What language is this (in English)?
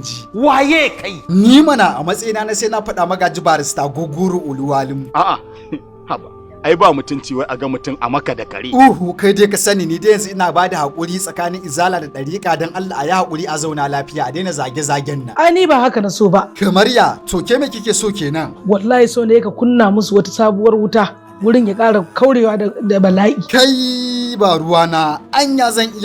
Hausa